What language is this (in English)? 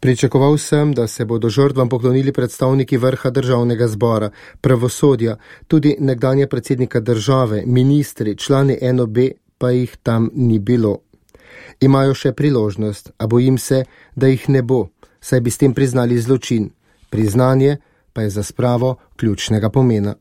Slovenian